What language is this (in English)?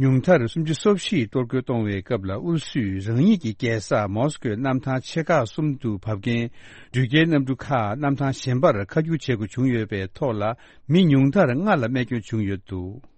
Tibetan